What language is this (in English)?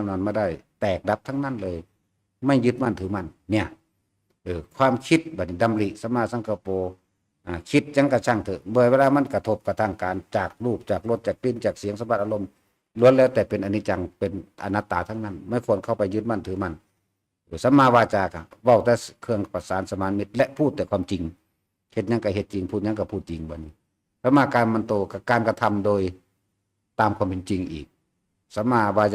Northeastern Thai